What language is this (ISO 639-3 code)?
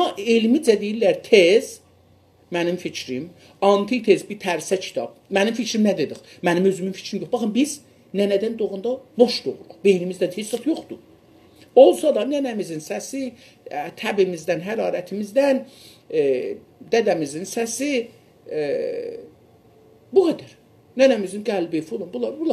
azb